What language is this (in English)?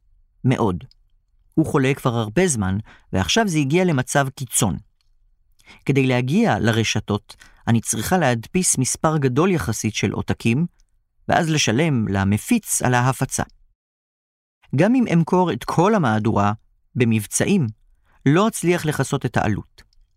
Hebrew